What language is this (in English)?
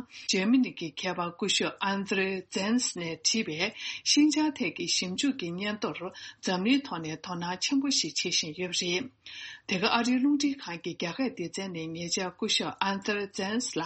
Tibetan